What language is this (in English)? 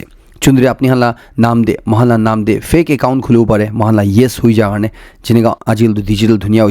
Naga Pidgin